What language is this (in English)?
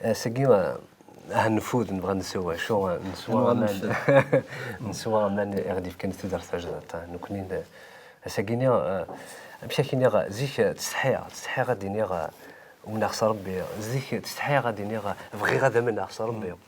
Kabyle